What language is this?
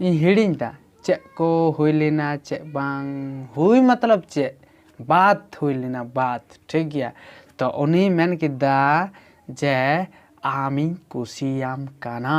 Santali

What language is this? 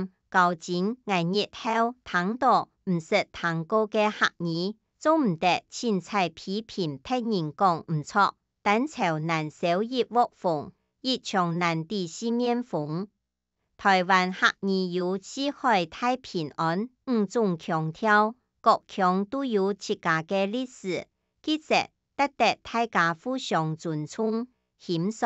Hakka Chinese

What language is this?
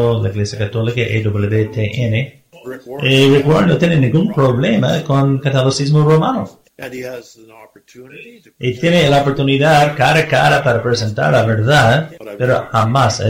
Spanish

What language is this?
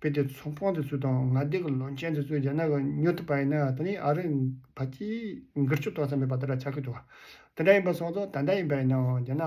Tibetan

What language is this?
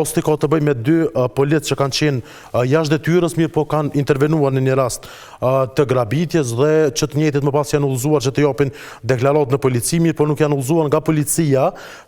Albanian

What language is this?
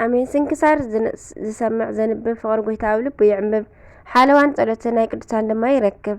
Tigrinya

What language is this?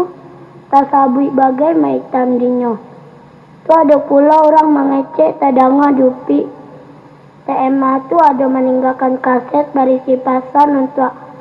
Minangkabau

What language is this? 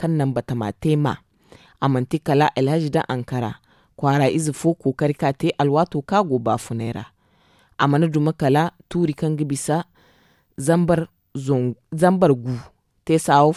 Zarma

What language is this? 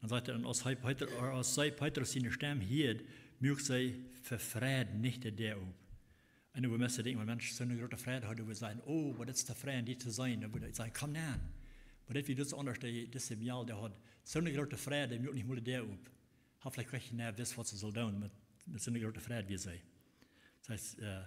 Plautdietsch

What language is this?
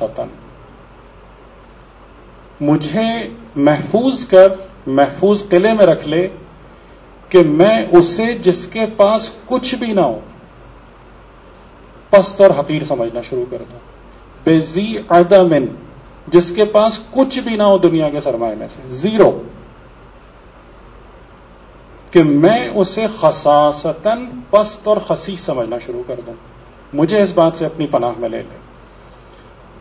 Urdu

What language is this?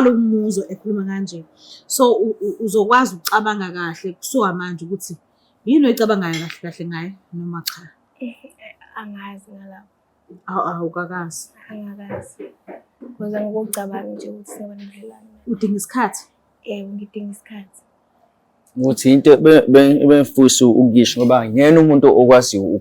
Zulu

